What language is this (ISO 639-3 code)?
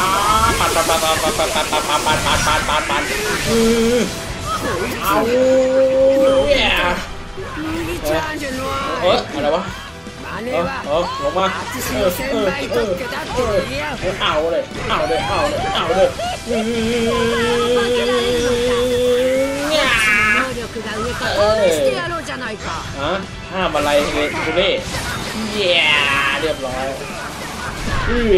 tha